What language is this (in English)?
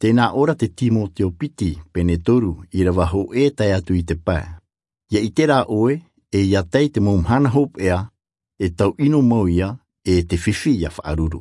Tahitian